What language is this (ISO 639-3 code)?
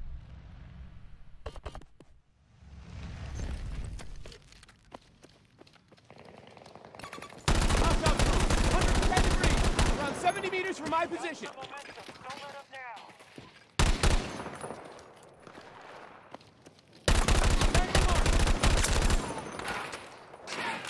eng